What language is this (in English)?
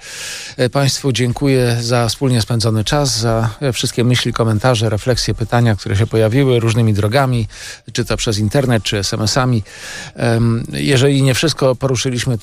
Polish